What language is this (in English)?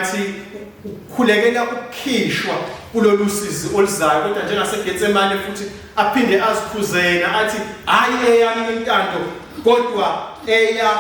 Zulu